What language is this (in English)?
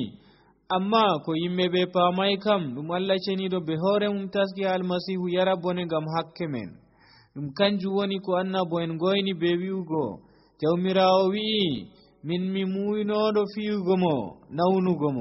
Nigerian Fulfulde